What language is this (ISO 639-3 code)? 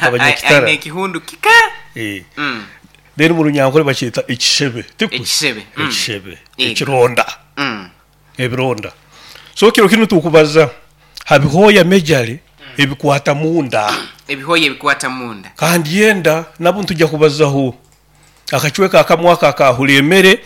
nyo